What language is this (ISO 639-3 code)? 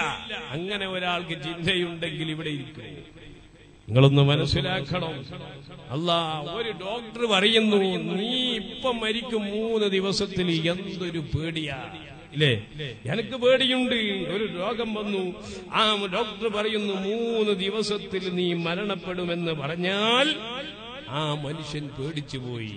mal